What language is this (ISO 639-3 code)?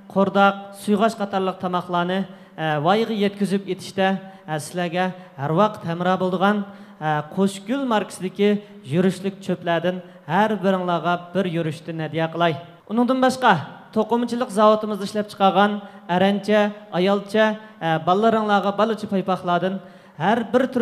uig